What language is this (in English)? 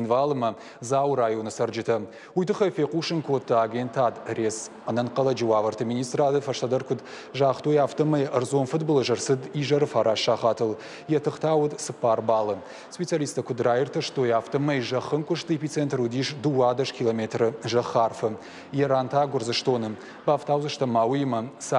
Ossetic